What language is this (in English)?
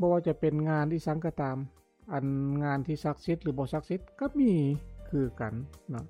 Lao